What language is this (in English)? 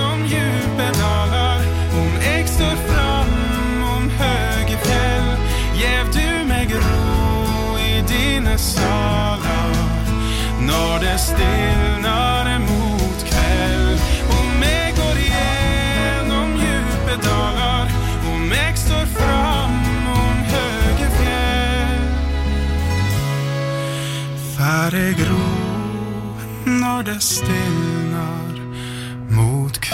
Norwegian